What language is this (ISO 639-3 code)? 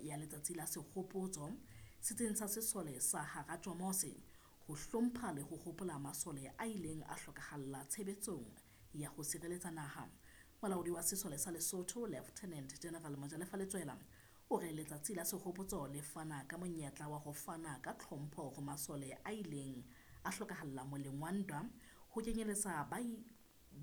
sot